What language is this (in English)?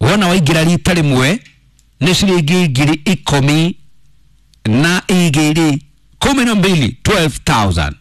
Kikuyu